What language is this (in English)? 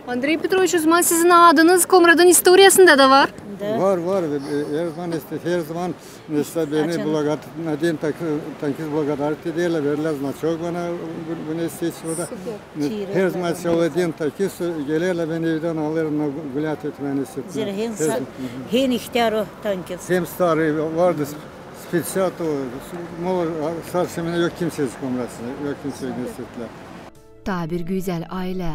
Gagauz